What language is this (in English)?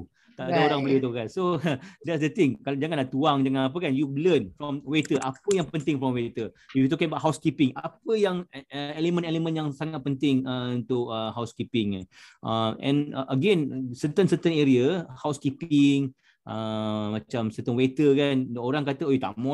Malay